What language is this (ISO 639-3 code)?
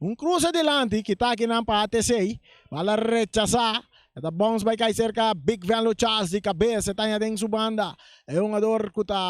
pap